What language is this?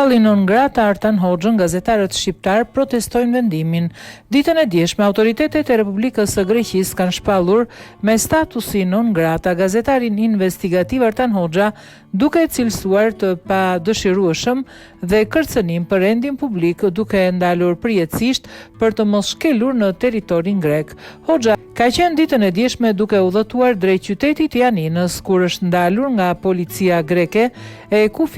Albanian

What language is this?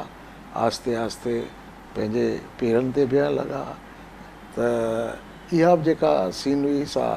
Sindhi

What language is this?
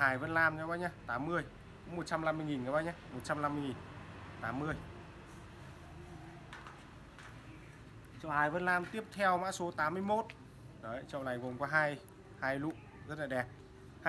Vietnamese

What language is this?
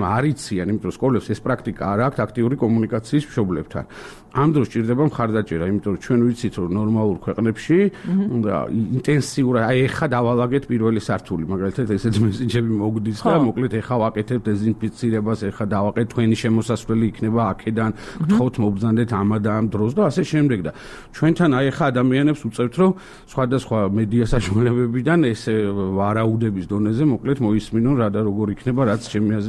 Georgian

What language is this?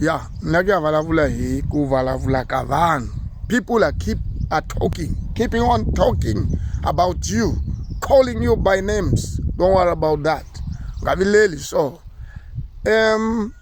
Tsonga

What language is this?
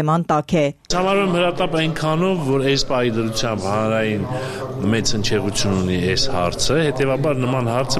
Armenian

